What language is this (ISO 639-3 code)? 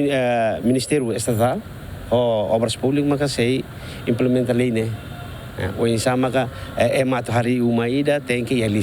tet